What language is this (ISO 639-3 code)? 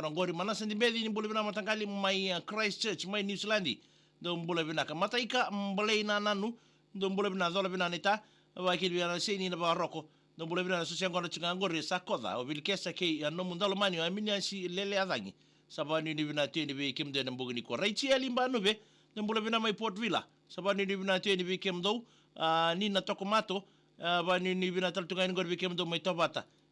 fij